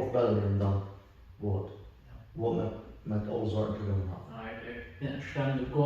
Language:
Plautdietsch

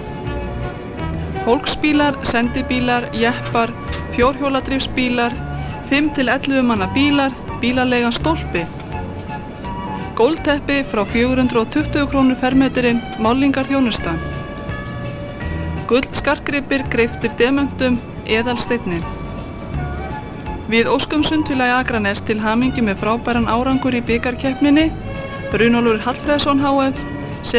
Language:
Icelandic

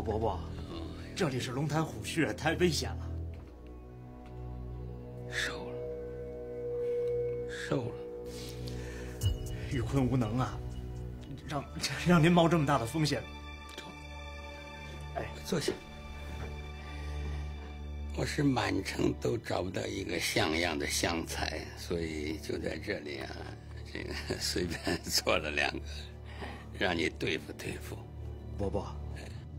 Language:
Chinese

